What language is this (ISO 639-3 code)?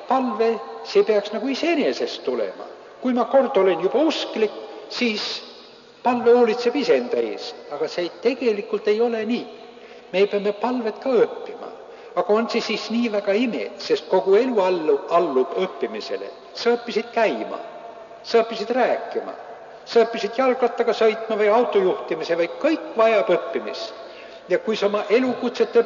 est